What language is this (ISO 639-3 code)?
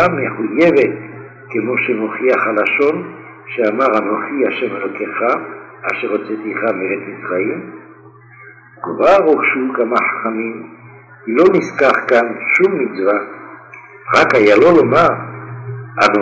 heb